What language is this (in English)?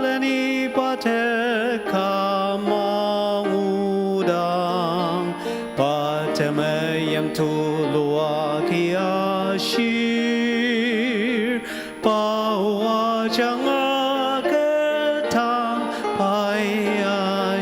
Ao Naga